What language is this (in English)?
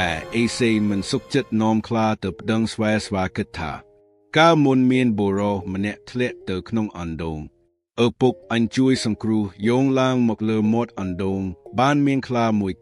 Khmer